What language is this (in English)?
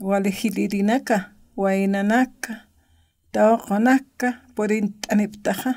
Aymara